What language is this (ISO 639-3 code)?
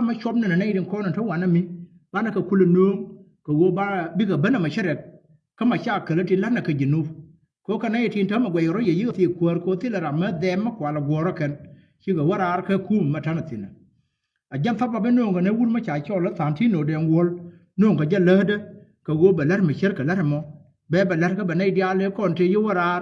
nus